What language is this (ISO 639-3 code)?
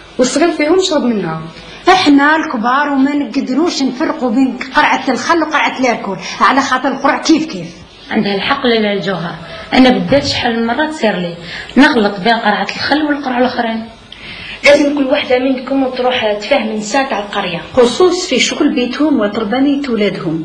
arq